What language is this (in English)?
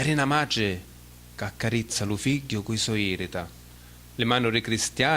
Sicilian